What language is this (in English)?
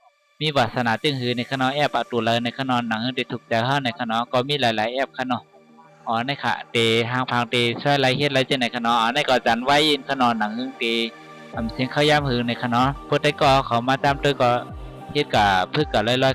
Shan